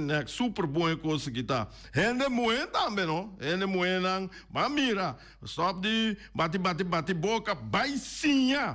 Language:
Papiamento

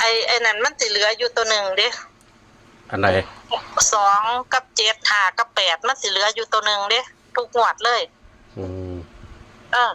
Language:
Northeastern Thai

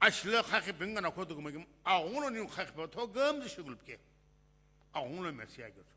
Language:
Sumi Naga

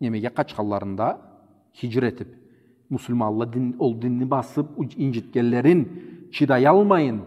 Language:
Karachay-Balkar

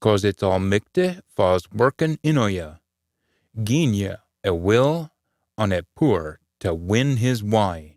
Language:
Scots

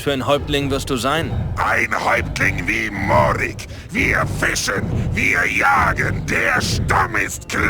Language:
Bavarian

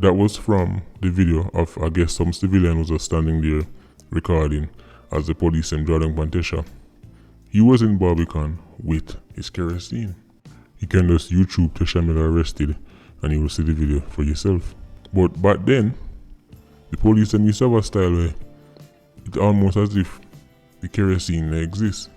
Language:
Jamaican Creole English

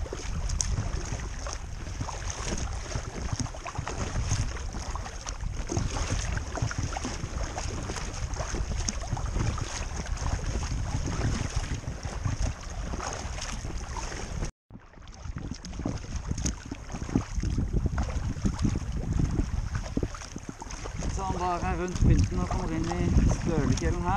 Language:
Norwegian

